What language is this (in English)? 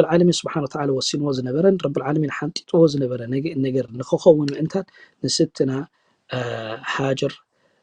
Tigrinya